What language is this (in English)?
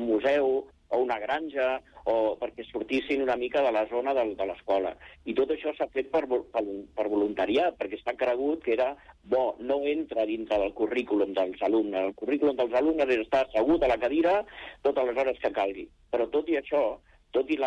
Catalan